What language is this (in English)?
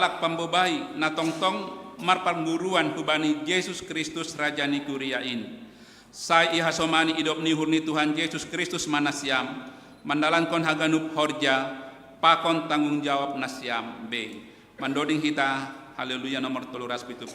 Batak Simalungun